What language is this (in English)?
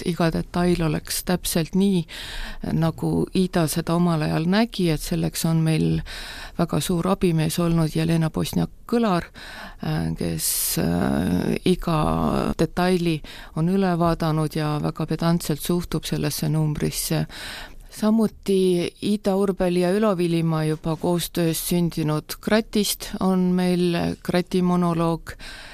Estonian